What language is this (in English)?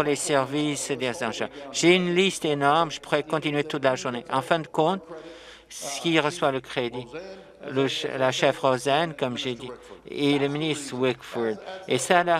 French